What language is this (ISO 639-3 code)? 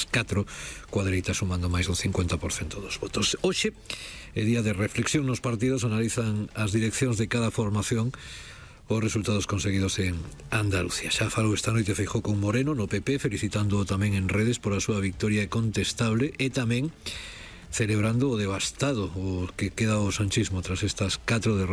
glg